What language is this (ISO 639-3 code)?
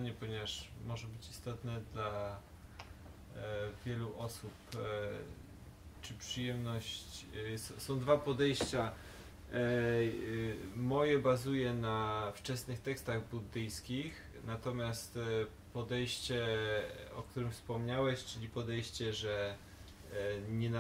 pol